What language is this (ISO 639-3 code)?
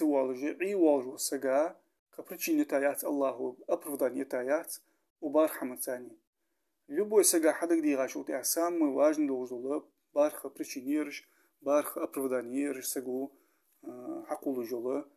inh